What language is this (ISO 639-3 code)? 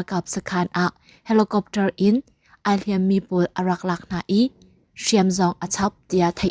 cnh